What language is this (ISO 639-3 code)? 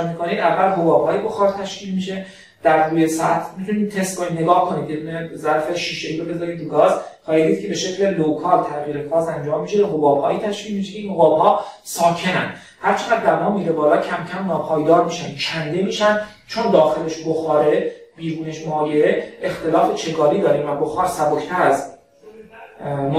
fas